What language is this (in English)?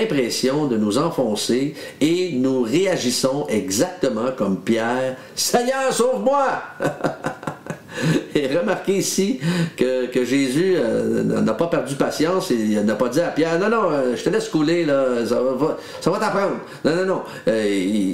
French